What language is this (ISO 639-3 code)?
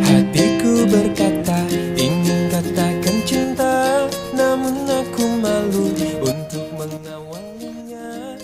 min